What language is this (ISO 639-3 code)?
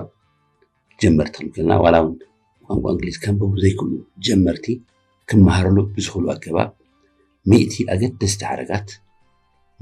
tir